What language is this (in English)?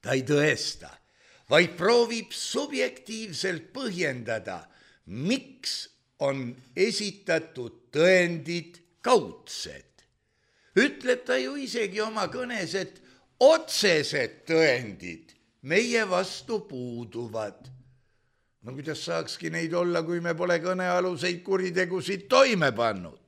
Estonian